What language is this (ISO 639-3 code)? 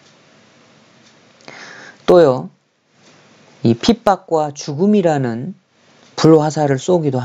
kor